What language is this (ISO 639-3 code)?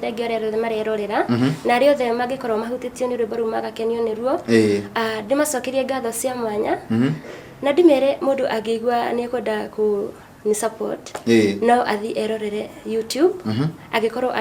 kik